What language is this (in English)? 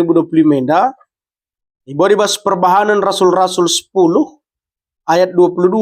Batak Karo